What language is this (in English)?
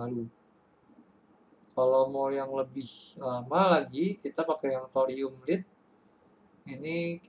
Indonesian